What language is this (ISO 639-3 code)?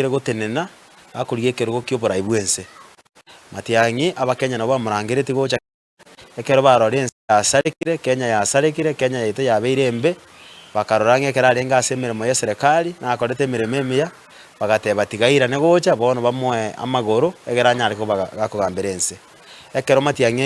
guz